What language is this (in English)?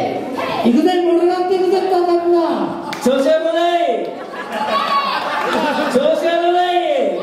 Japanese